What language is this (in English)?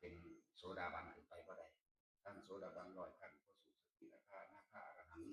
Northeastern Thai